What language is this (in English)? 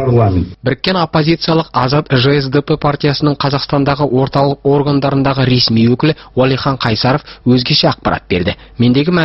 Kazakh